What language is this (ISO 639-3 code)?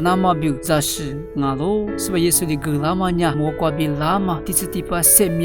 lis